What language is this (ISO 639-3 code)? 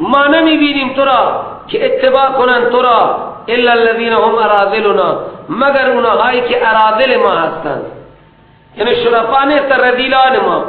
fas